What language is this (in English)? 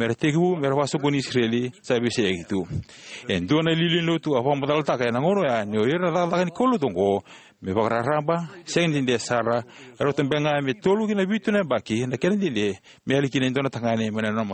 Fijian